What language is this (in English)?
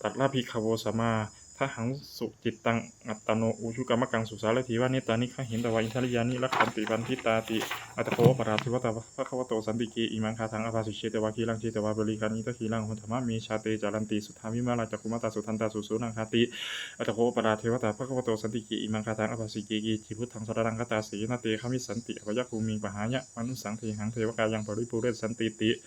Pali